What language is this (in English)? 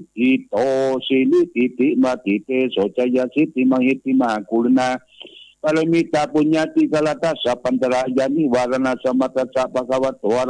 Pali